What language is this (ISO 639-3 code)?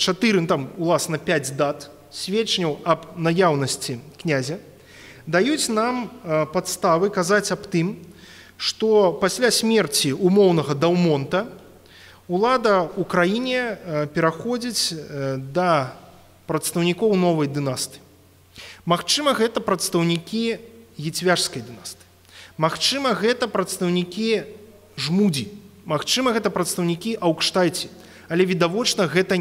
bel